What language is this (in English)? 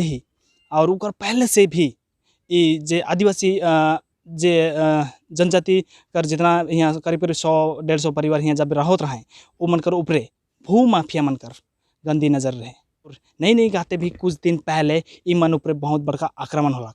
Sadri